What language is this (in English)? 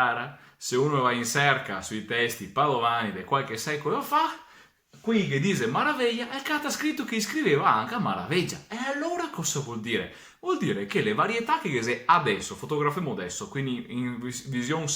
Venetian